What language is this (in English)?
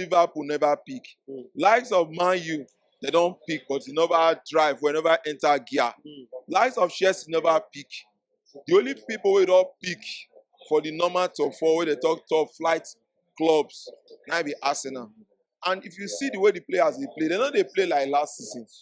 Nigerian Pidgin